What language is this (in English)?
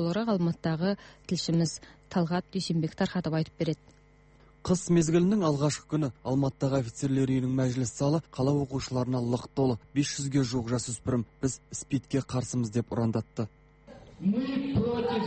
Kazakh